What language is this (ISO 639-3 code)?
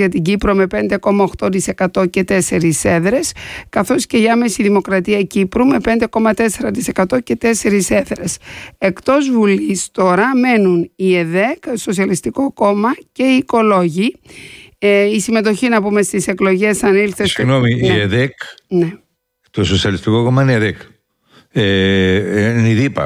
ell